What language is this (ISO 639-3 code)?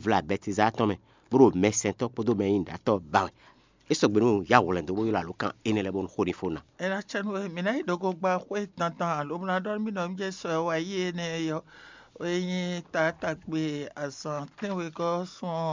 fon